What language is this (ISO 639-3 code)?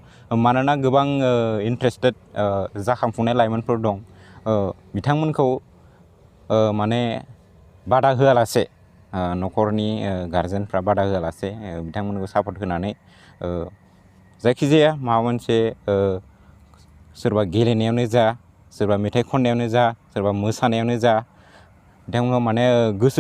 brx